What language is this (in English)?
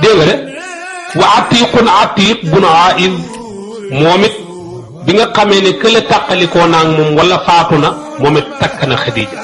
Wolof